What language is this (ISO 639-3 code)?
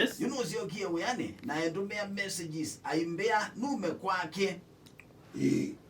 kam